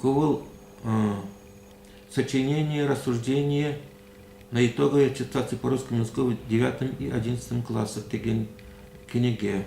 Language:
Chuvash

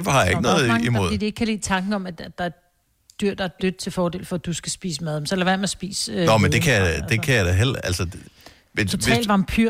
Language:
Danish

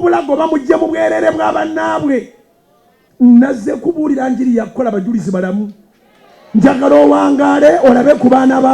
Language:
Ganda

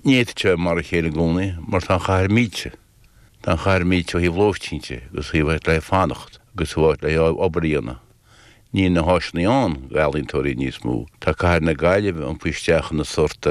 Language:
Irish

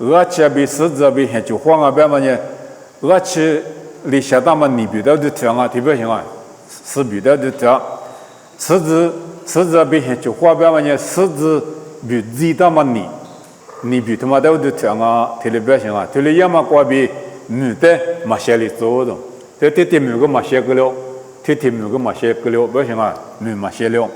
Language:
Lisu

